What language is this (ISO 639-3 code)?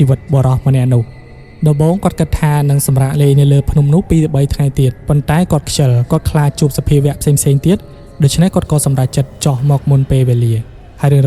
khm